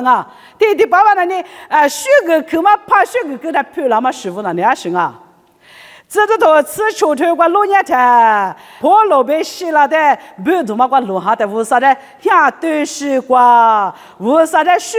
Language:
Lisu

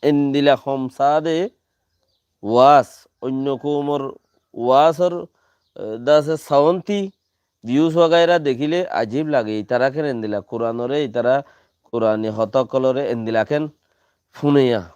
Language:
Rohingya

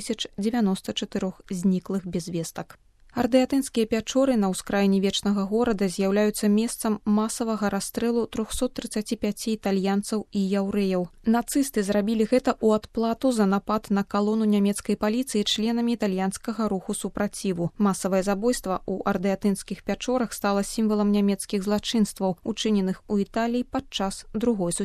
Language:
Belarusian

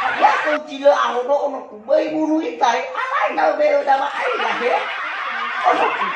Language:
Nias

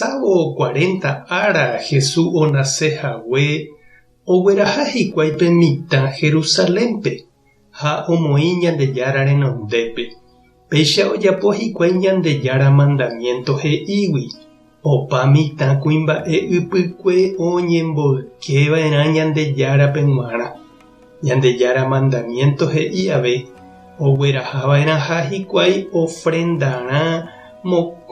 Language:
Guarani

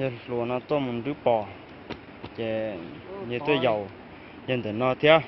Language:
Hmong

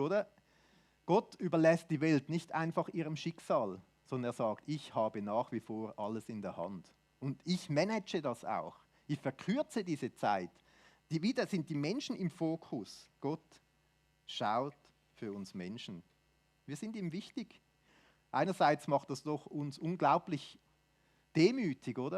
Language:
Swiss German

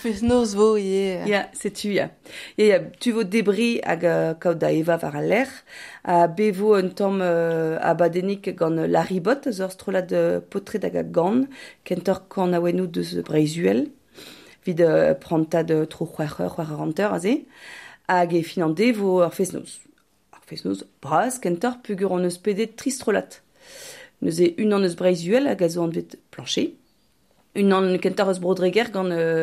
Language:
Breton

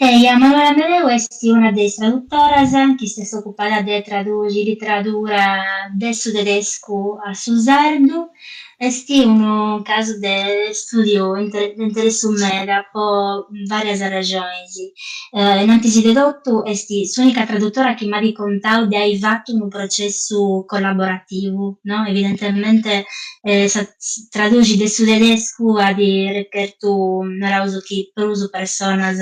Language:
Sardinian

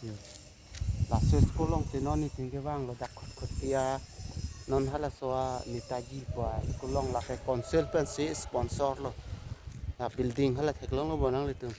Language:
Karbi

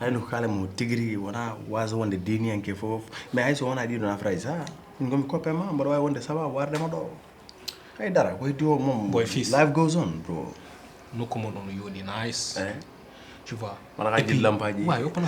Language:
Fula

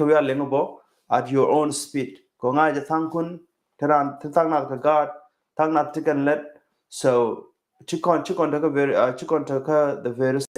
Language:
Nuer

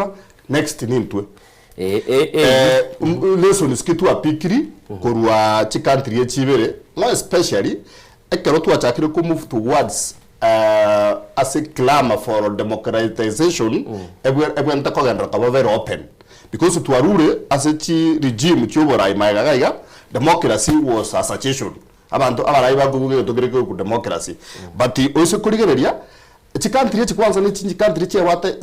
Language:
Gusii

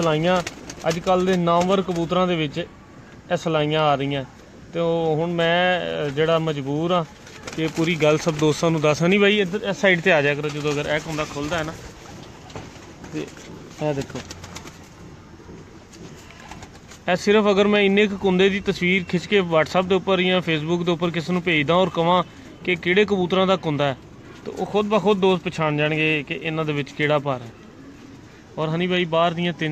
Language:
Punjabi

